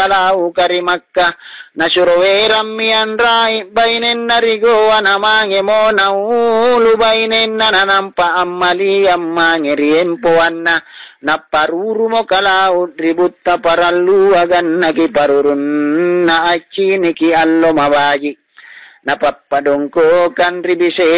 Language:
Makasar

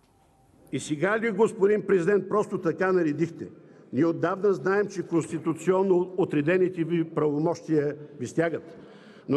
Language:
Bulgarian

